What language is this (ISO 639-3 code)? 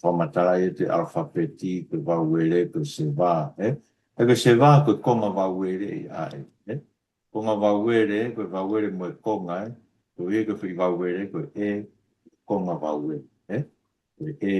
ton